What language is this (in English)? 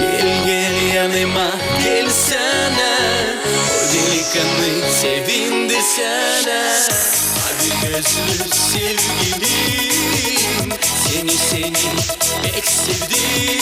Gagauz